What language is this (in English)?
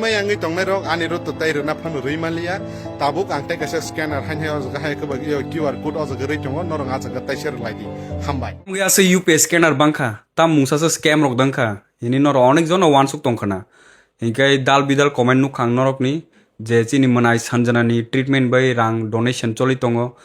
Kok Borok